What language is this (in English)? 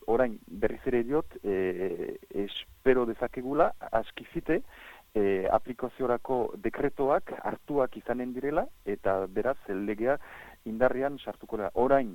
Basque